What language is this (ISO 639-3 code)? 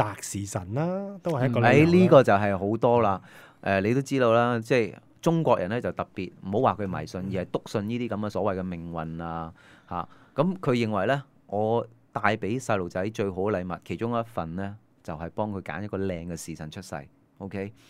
yue